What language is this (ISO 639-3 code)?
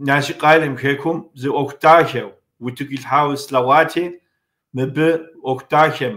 kbd